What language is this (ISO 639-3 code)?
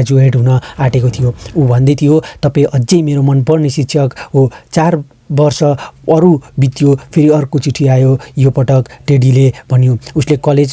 nep